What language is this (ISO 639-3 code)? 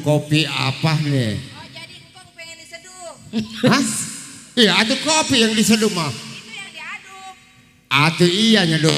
bew